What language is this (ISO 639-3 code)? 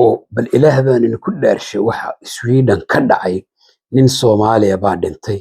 som